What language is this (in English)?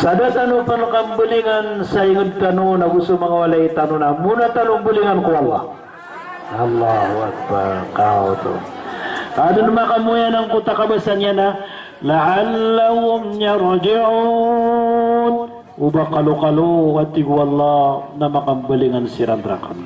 Maranao